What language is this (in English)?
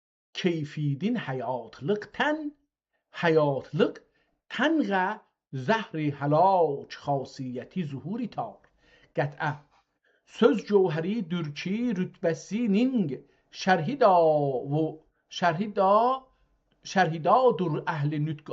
South Azerbaijani